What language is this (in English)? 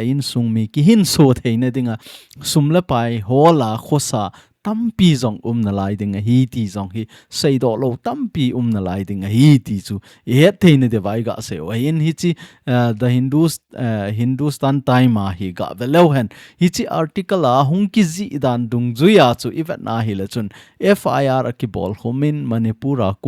Thado Chin